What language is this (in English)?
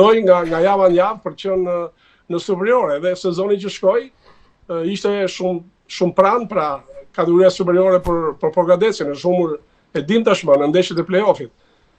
Albanian